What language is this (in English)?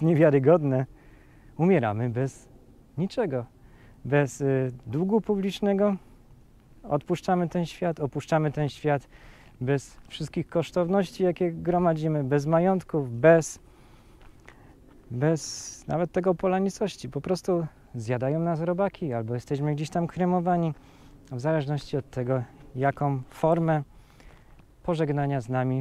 Polish